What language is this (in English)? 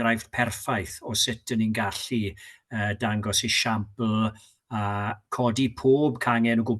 Welsh